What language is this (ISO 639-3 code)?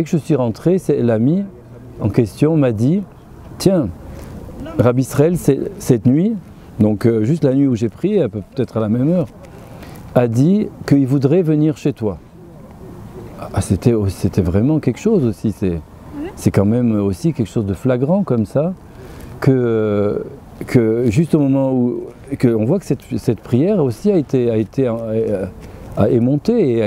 fra